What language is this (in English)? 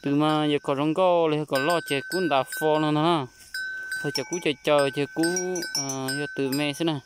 Hmong